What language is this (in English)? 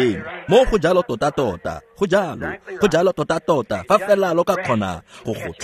Tswana